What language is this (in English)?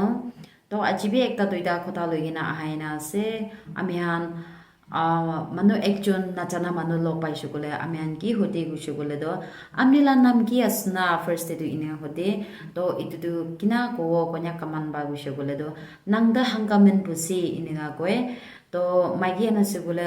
Naga Pidgin